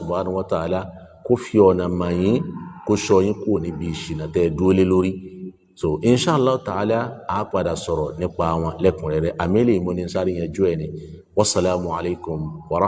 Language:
Yoruba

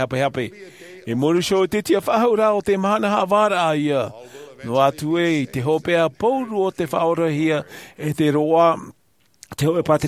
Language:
Tahitian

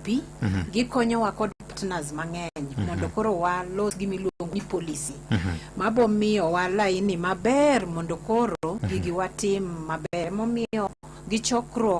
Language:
Luo (Kenya and Tanzania)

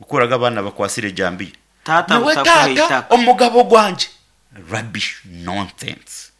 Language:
Nyankole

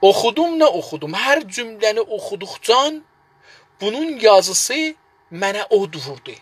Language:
South Azerbaijani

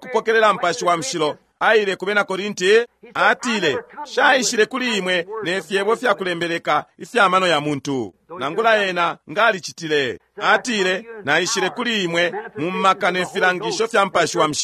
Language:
Bemba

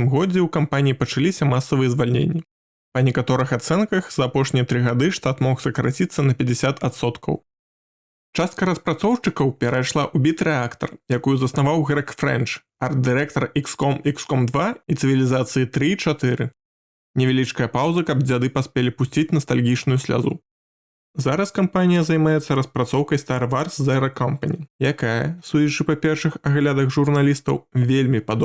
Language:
Belarusian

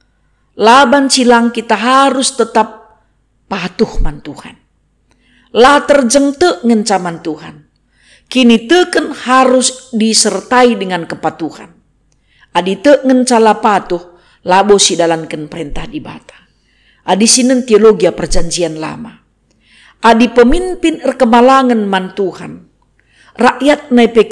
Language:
Batak Karo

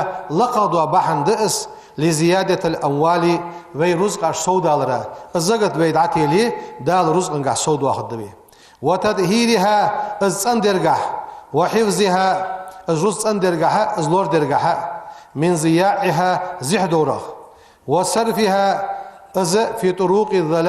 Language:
Ingush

